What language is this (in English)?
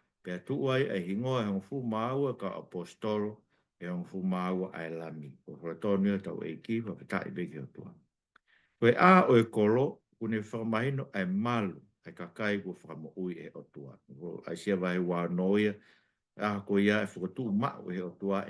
Tongan